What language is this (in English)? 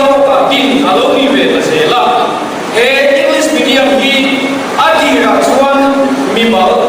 Mizo